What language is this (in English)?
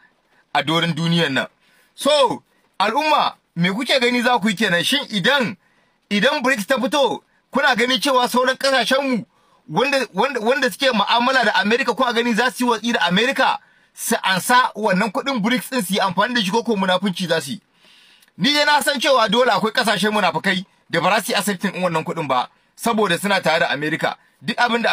Hausa